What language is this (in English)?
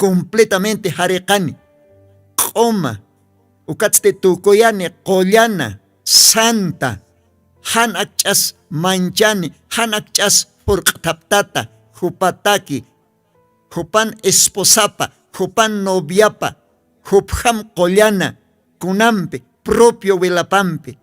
Aymara